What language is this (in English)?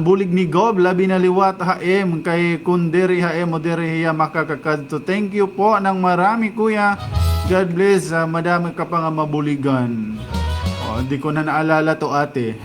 Waray